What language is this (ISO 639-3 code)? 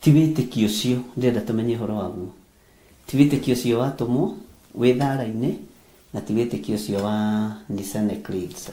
kik